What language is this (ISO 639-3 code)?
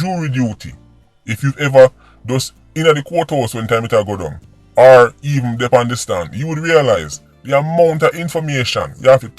jam